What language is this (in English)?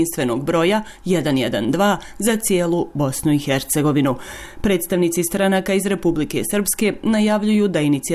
Bosnian